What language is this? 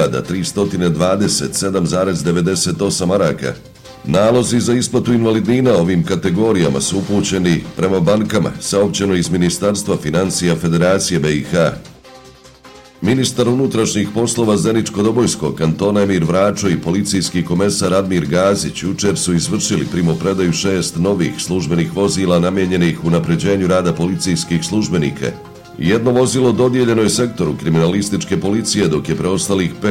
Bosnian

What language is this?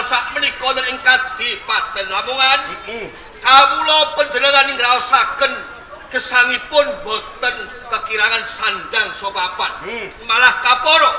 Javanese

